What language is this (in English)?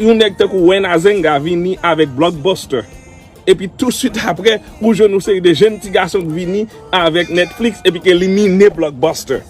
Haitian Creole